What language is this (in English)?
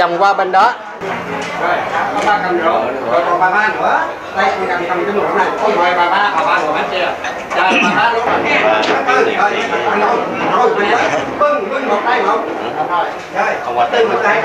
Vietnamese